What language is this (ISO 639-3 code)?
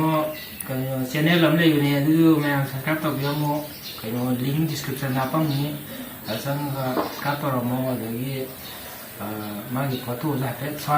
mni